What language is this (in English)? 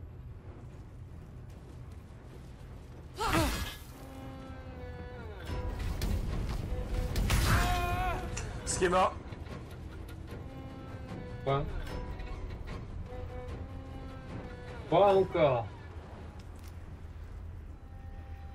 French